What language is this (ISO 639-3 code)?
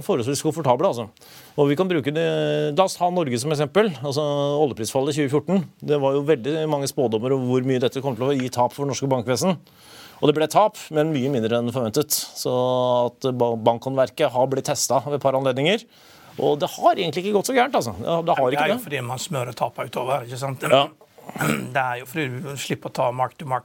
nor